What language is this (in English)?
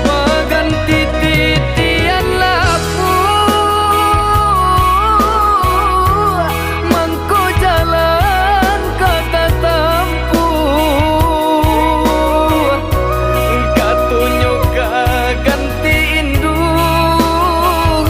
Minangkabau